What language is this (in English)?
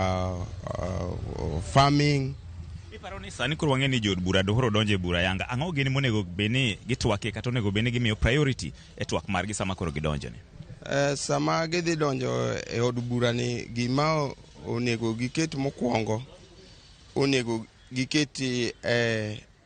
Luo (Kenya and Tanzania)